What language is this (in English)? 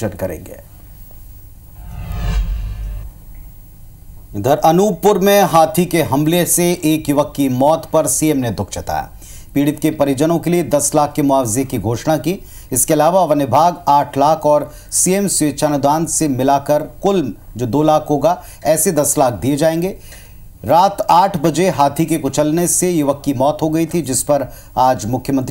Hindi